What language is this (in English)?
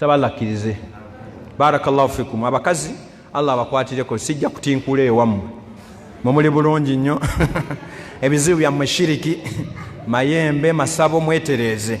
Ganda